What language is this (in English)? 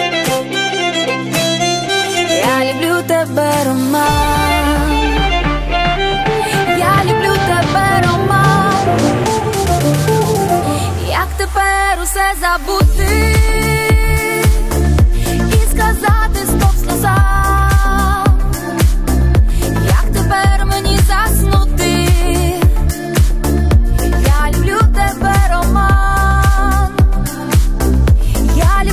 Ukrainian